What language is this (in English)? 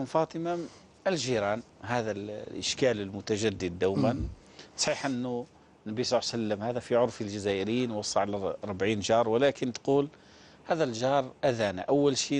Algerian Arabic